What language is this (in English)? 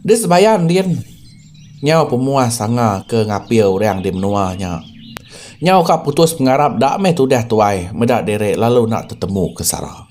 Iban